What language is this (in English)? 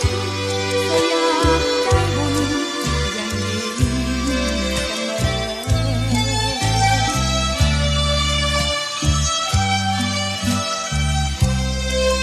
Thai